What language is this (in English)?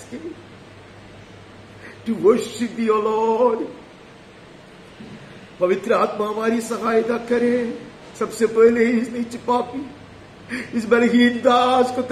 Hindi